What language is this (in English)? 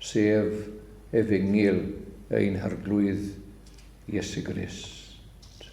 Welsh